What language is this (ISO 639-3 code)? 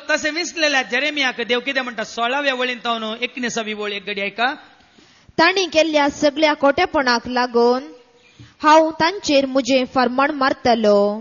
kok